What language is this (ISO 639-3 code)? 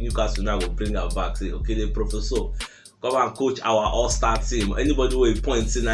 pcm